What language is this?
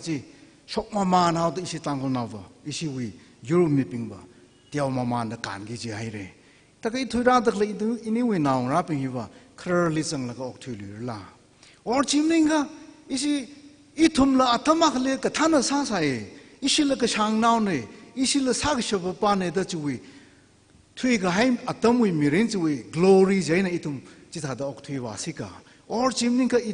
Tangkhul Naga (India)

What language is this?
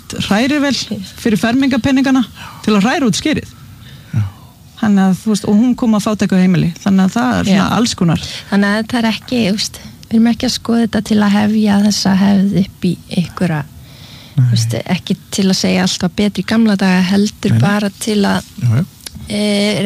Icelandic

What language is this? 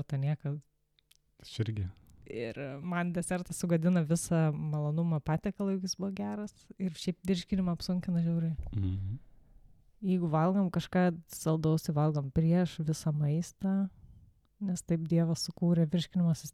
Lithuanian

